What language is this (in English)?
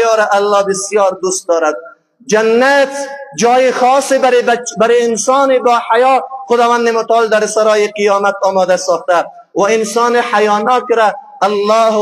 Persian